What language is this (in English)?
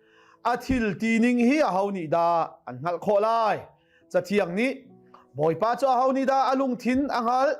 Hakha Chin